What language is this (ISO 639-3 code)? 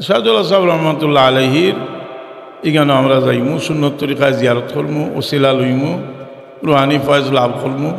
syl